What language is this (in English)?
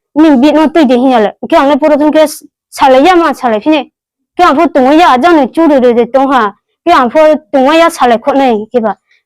Riang (India)